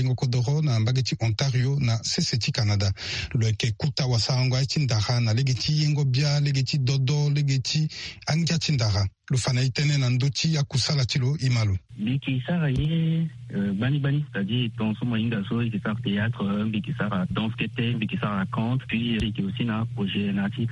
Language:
Sango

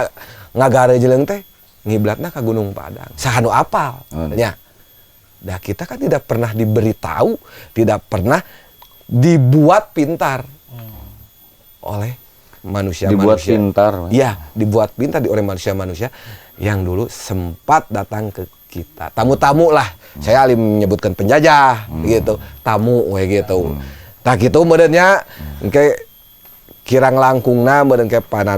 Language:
Sundanese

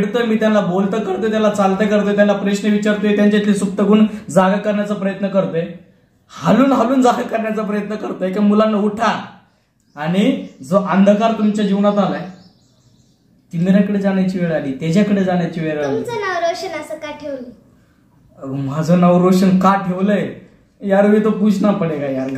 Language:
Marathi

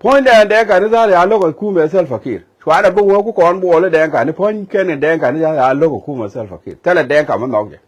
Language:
Nuer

